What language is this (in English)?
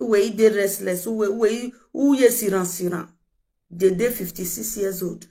Nigerian Pidgin